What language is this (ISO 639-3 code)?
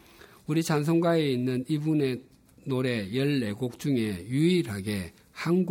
kor